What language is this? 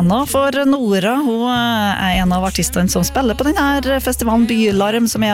Norwegian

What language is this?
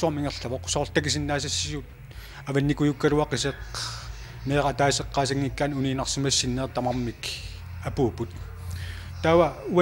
Kalaallisut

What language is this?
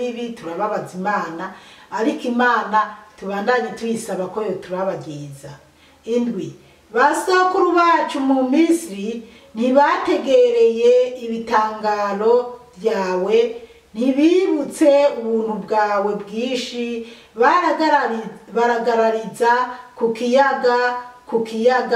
Rundi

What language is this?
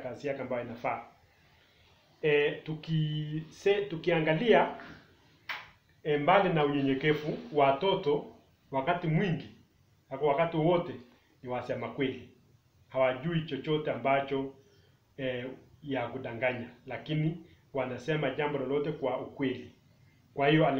Swahili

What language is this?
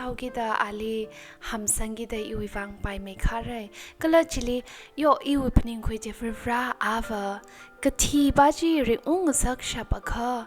Tangkhul Naga (India)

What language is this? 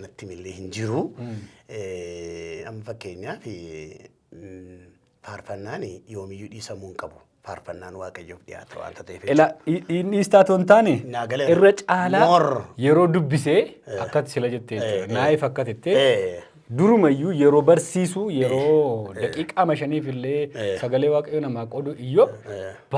Oromo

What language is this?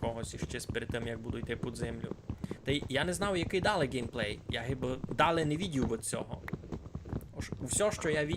Rusyn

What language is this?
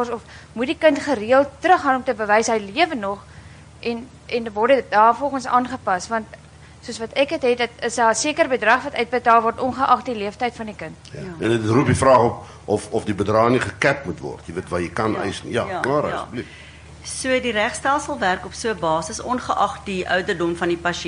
Afrikaans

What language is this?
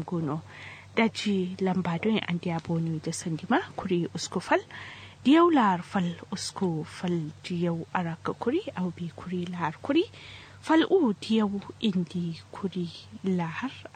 Kanuri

